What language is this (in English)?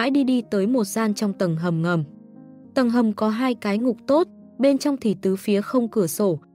Vietnamese